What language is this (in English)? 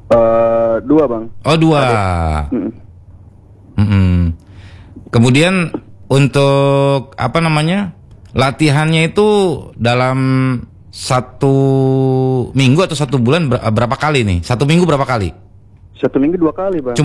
Indonesian